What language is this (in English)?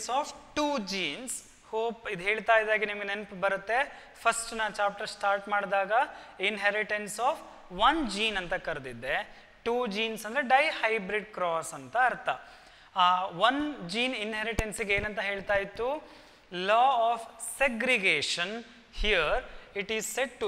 Kannada